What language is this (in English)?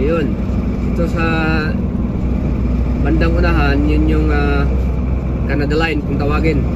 Filipino